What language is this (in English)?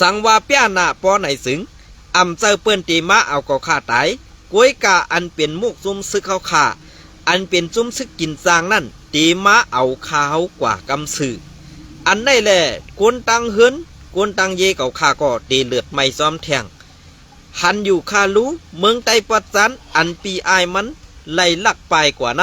Shan